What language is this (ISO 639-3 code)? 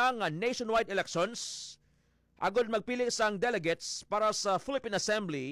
hil